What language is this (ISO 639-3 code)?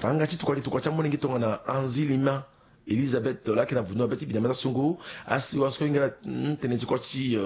sag